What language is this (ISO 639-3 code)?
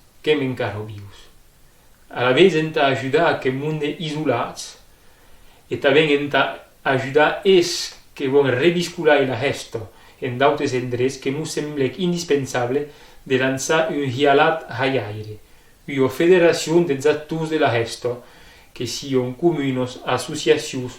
oci